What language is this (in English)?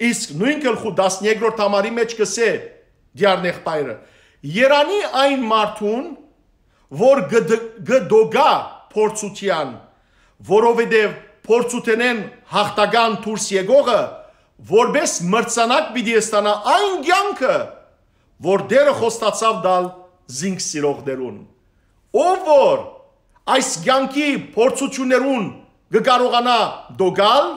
Western Armenian